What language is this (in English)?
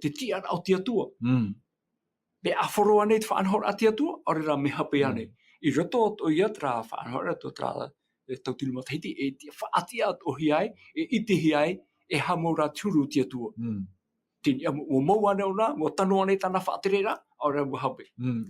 Tahitian